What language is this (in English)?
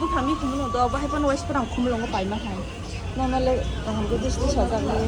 Kok Borok